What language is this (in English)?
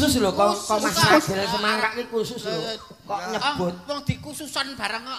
Javanese